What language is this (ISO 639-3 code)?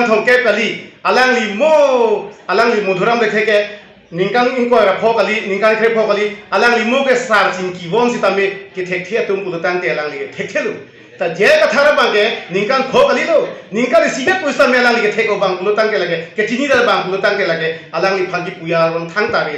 mjw